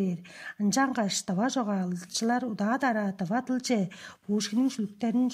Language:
Tuvinian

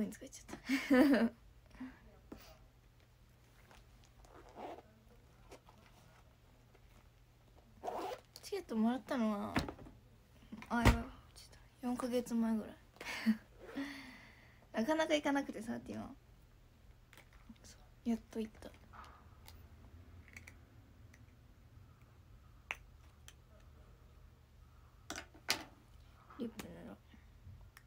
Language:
Japanese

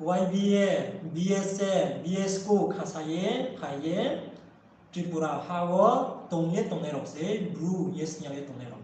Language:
Riang (India)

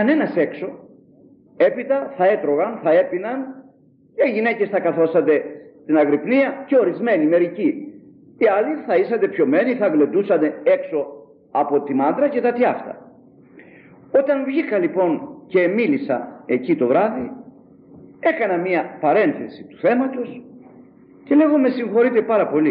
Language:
Greek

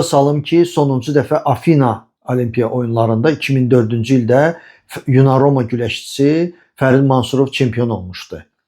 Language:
Azerbaijani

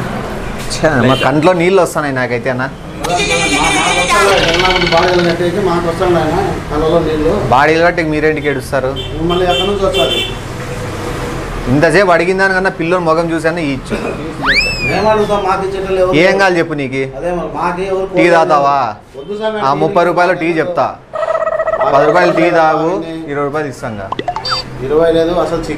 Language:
Telugu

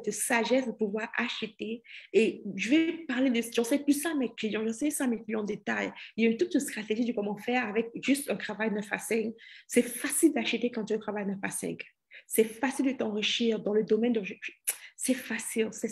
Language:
French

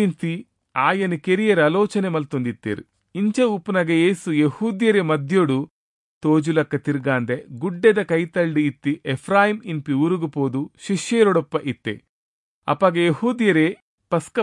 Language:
Tulu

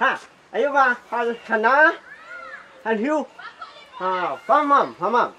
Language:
Minangkabau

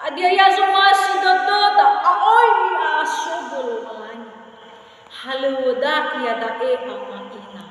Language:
Nias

